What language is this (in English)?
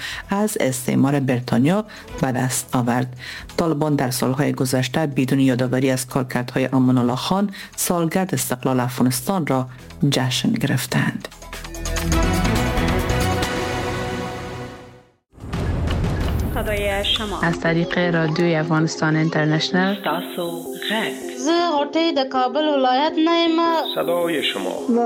Persian